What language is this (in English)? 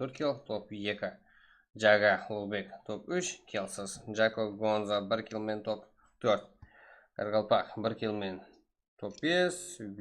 Kara-Kalpak